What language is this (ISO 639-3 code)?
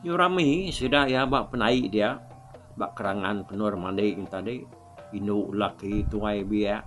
iba